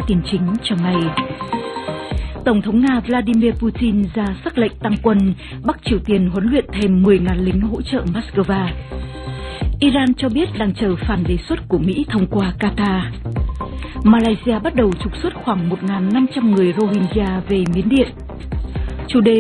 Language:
Vietnamese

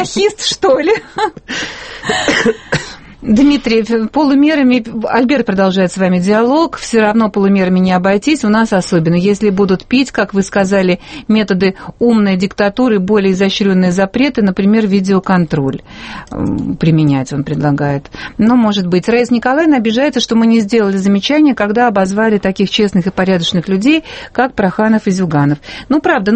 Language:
Russian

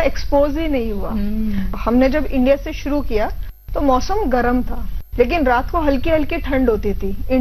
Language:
Hindi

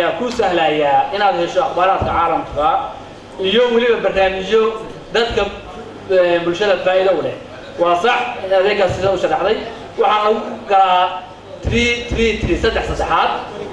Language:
Somali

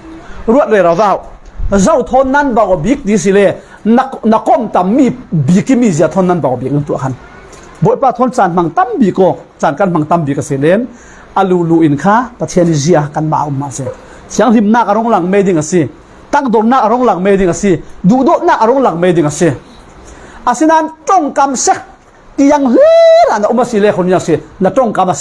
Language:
Falam Chin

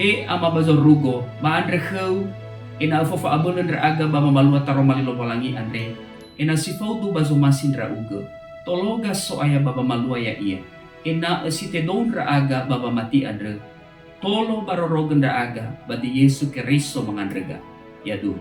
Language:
Nias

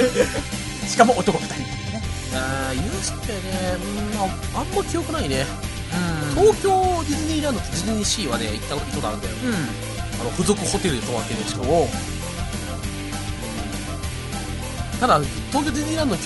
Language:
Japanese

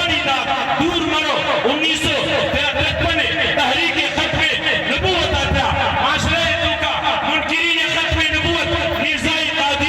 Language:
Baluchi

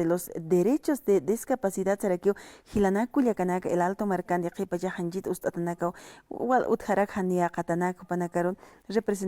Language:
Aymara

